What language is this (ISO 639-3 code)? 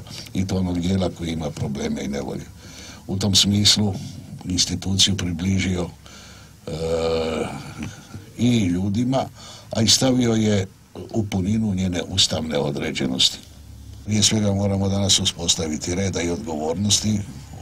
hrv